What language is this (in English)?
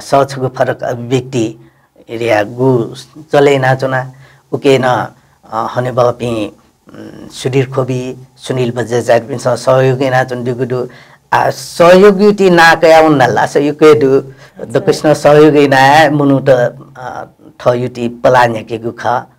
Newari